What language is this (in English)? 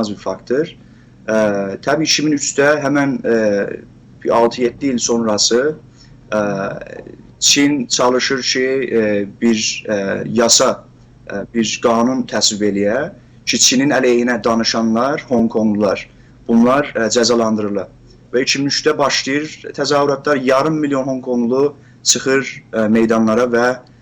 South Azerbaijani